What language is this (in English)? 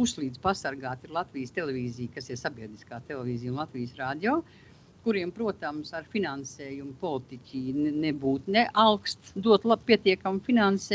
Latvian